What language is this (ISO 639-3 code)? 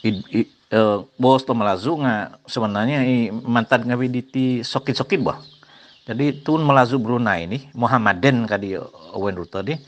dtp